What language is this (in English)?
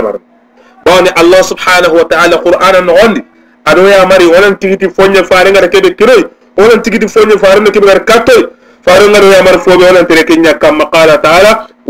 Soninke